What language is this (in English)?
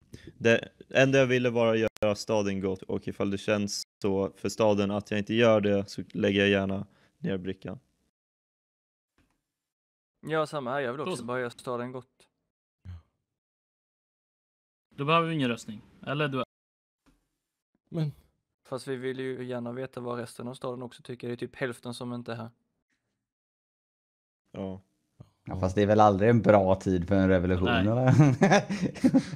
Swedish